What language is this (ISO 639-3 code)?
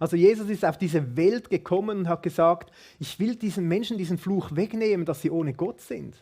gsw